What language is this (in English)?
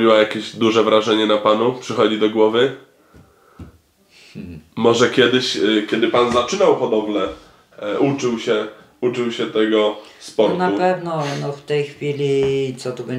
Polish